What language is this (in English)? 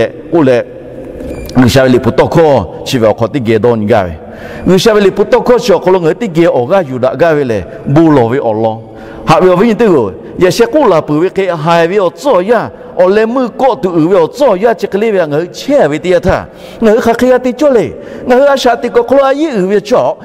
Lahu